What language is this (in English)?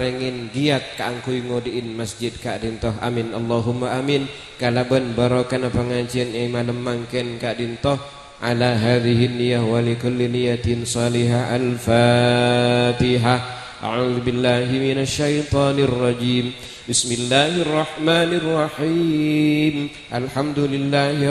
Madurese